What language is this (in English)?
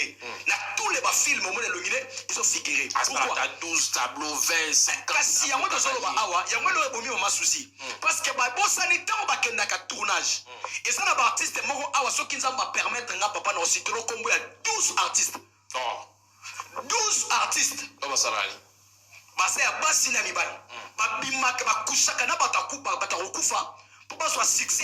Lingala